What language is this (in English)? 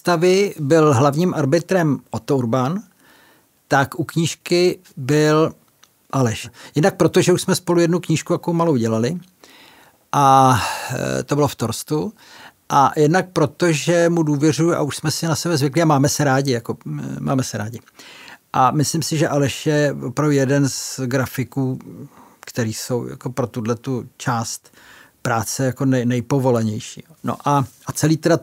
Czech